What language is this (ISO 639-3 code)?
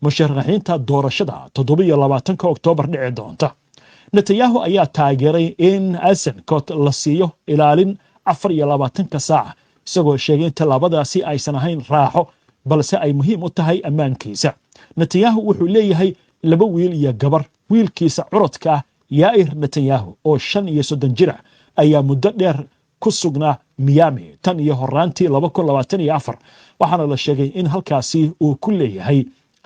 som